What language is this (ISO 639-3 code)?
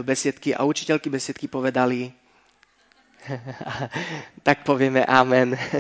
slk